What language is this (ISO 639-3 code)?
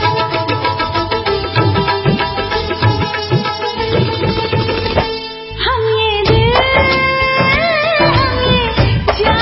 hin